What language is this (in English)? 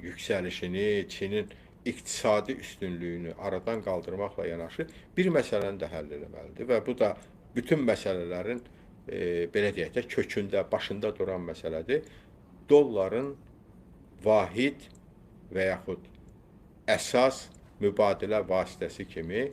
Azerbaijani